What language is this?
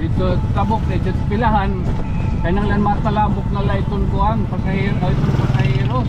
Waray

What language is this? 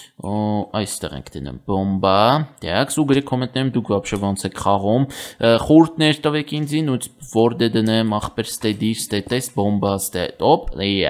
Armenian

